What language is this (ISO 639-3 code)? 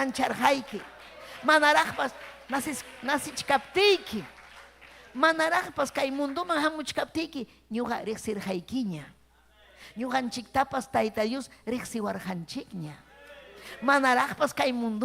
quy